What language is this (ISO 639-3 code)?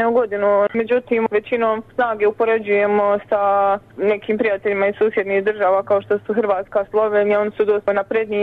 bos